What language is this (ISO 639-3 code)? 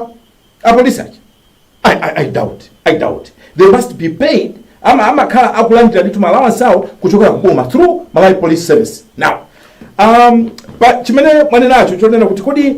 nya